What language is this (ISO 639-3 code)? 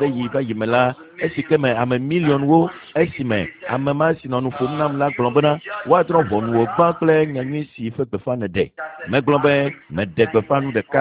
ewe